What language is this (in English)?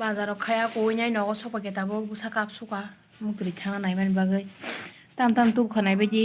Kok Borok